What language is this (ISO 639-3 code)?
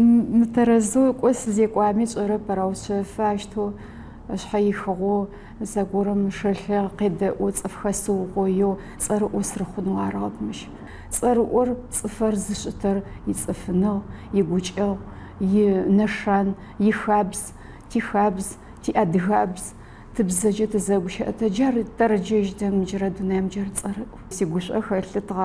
ady